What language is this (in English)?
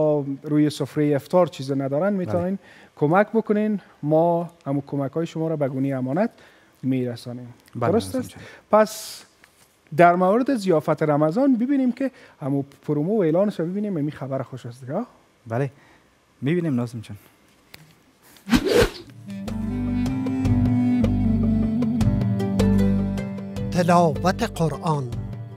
Persian